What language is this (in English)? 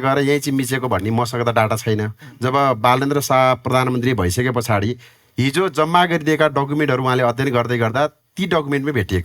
Nepali